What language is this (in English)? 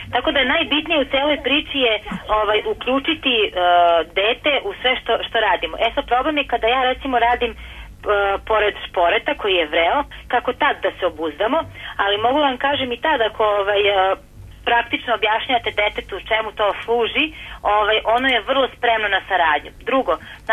Serbian